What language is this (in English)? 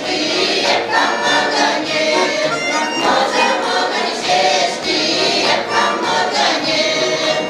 Chuvash